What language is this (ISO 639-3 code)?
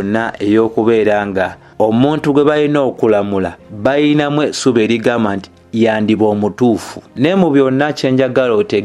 lug